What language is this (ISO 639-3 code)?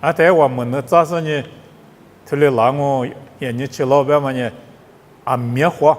lis